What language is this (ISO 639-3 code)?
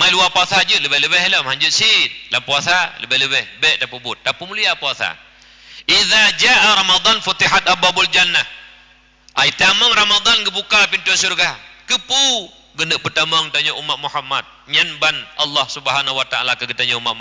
ace